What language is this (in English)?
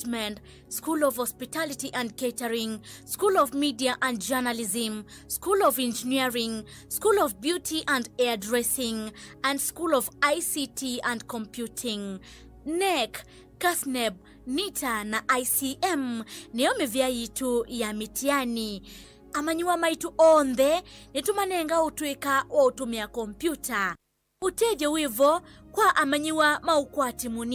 Kamba